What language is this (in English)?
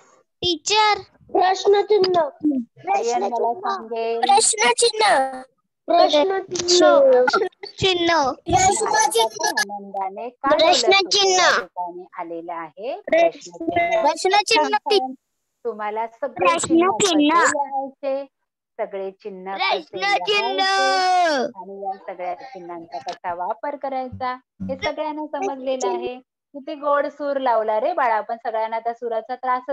Marathi